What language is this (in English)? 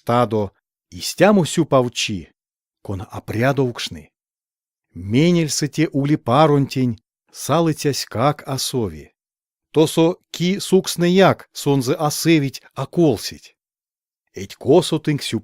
Erzya